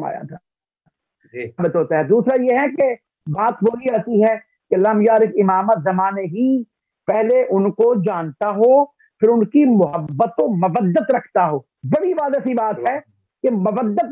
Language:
Urdu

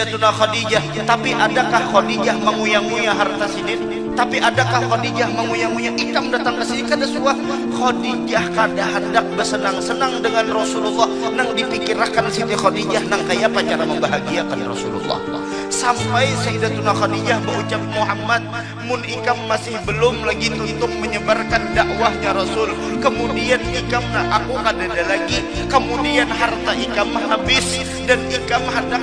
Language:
Banjar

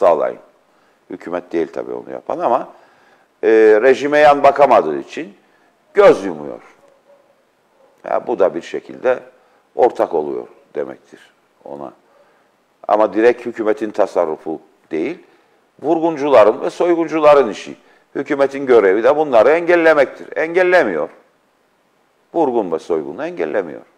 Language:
Turkish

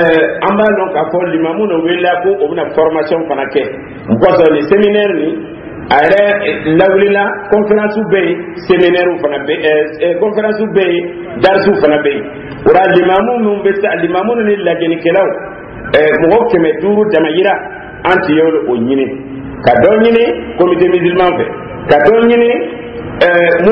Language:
Dyula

